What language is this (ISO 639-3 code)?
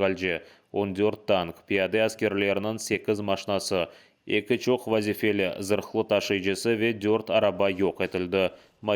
crh